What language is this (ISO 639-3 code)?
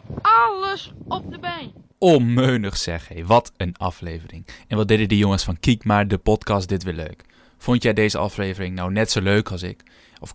nld